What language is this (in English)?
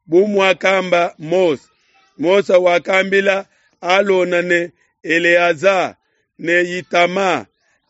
Luba-Lulua